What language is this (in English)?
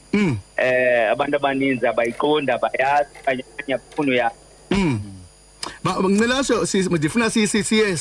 Xhosa